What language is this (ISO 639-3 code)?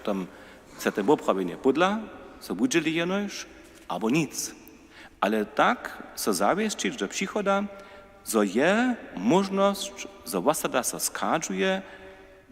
hsb